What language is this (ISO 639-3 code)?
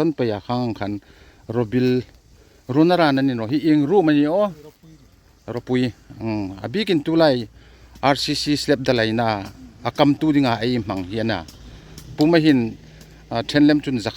hmr